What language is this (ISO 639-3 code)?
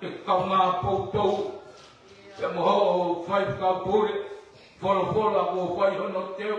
ton